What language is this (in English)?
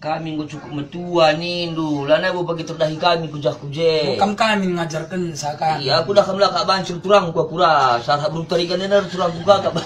Batak Karo